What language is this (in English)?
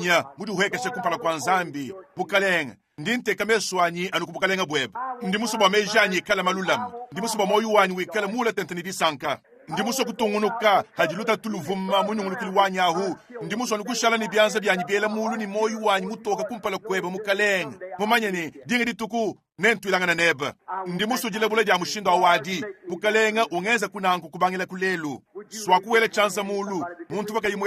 Luba-Lulua